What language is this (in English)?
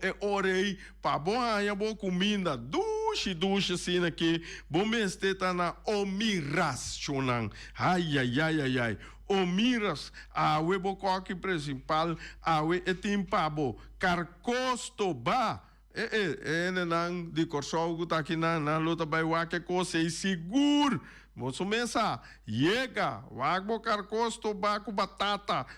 Papiamento